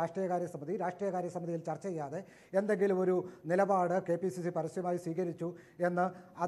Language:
Malayalam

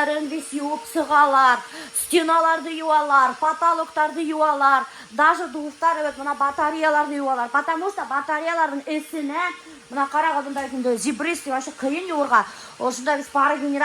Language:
Bashkir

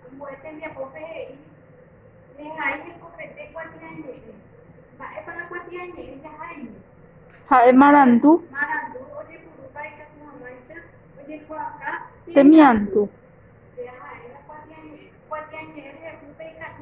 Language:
Guarani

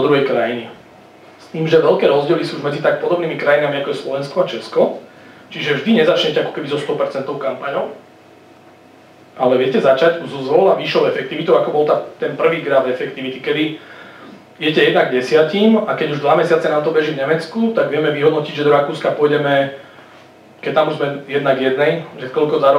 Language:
Slovak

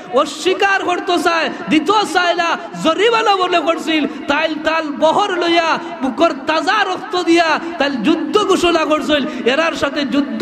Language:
Sylheti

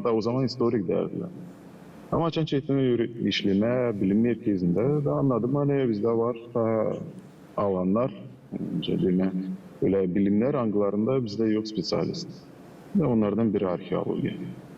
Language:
Gagauz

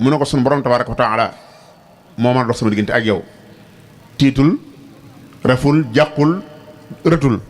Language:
Wolof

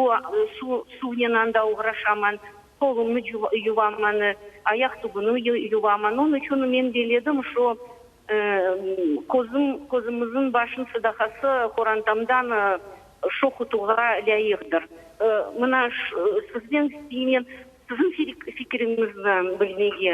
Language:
Crimean Tatar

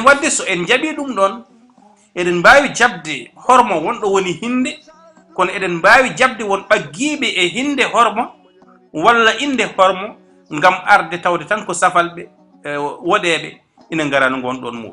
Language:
Fula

